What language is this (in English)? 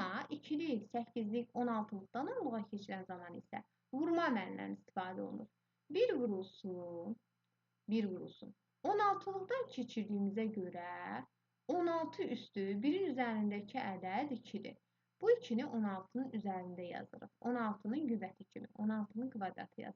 Azerbaijani